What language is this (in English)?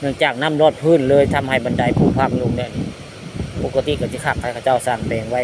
Northeastern Thai